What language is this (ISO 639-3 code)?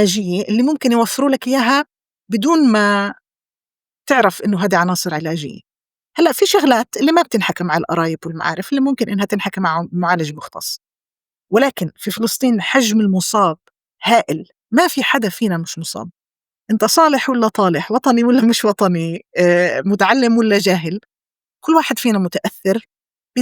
apc